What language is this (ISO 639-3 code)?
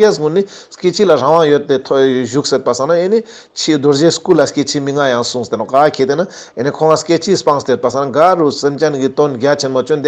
lbj